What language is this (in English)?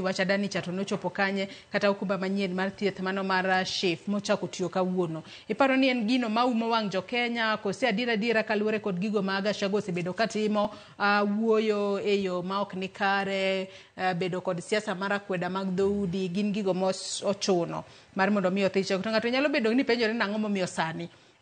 Luo (Kenya and Tanzania)